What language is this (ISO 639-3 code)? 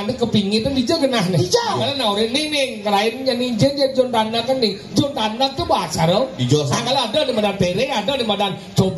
ban